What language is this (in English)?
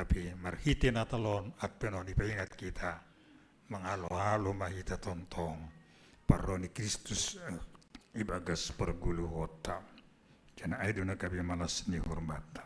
Batak Simalungun